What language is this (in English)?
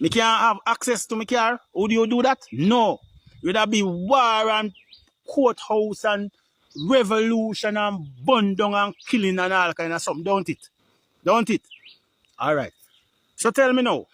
Jamaican Creole English